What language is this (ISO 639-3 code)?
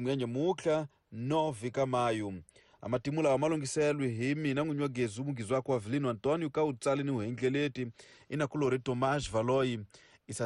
tso